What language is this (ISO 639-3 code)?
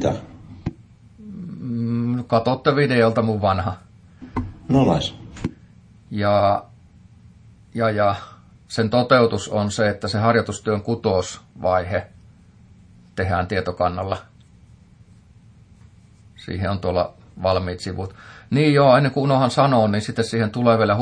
fin